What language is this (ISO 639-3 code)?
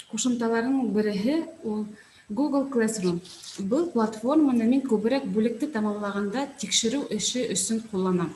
bak